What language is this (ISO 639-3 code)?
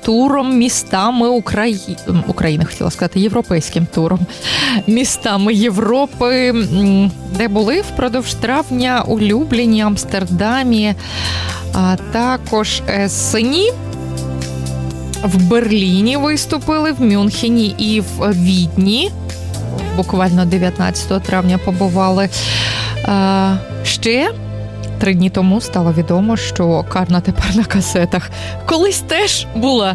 ukr